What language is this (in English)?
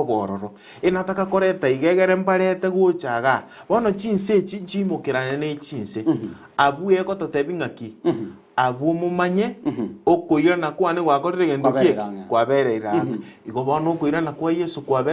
Gusii